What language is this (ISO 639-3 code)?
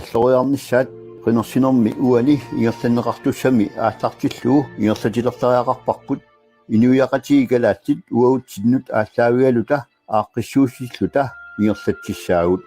kal